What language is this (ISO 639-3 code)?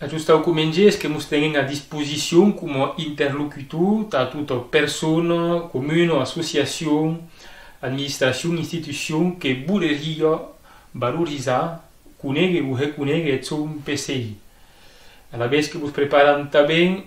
oci